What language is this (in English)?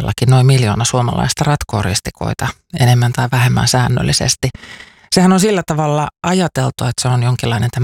Finnish